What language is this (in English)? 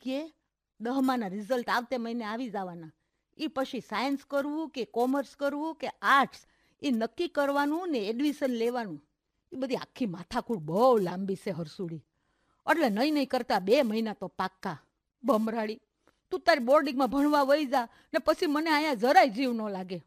Gujarati